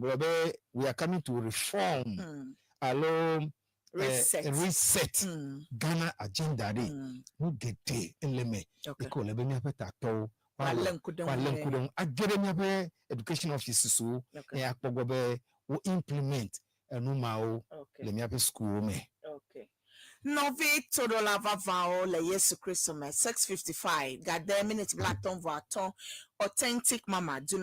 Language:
Ewe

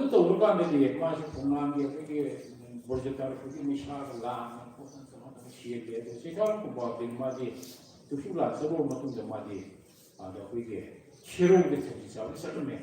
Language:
Manipuri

